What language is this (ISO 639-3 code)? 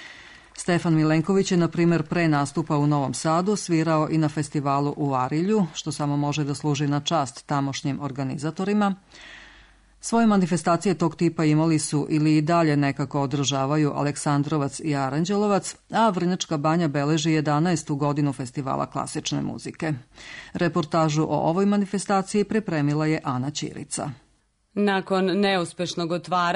srp